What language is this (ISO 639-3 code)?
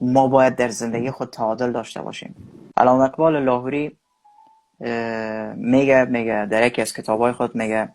fas